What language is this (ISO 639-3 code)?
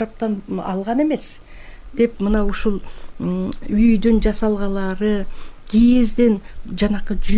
kir